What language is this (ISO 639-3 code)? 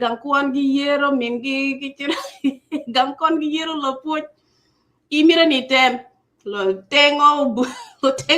ach